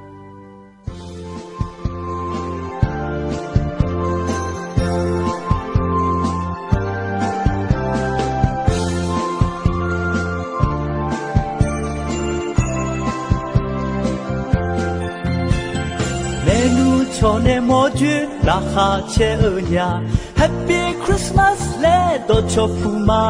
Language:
Akha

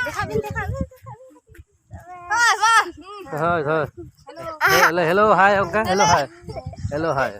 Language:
Santali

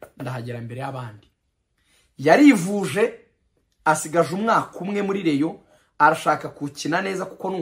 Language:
Kinyarwanda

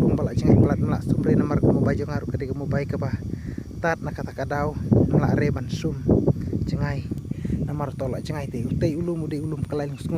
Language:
Khasi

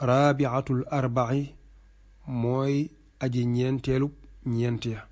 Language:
Wolof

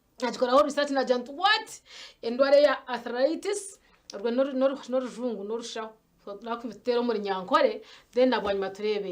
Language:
Nyankole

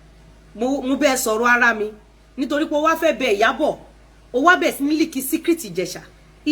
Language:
Yoruba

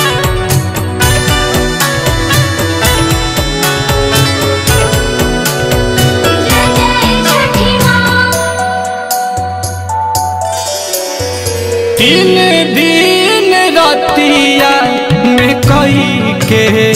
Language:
Bhojpuri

